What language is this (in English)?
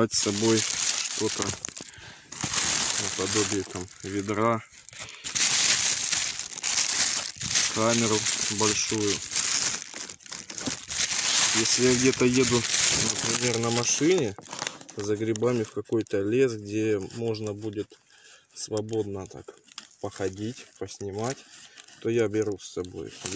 Russian